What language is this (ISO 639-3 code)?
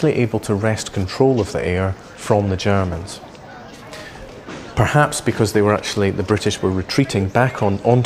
eng